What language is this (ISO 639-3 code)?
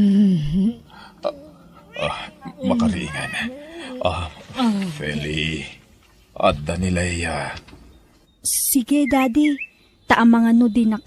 ilo